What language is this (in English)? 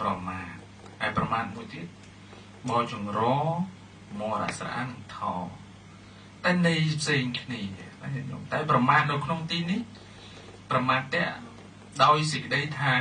Khmer